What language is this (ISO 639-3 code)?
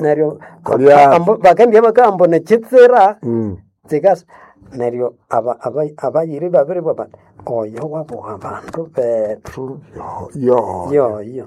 nnb